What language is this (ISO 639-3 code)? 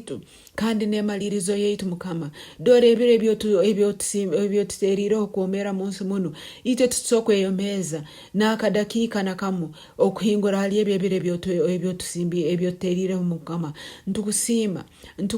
nyo